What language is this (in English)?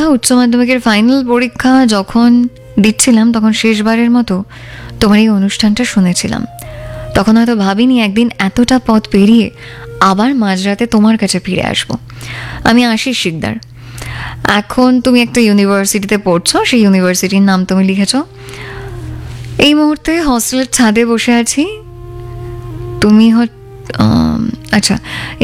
Bangla